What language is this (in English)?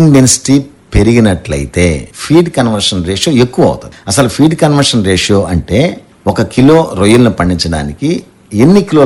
Telugu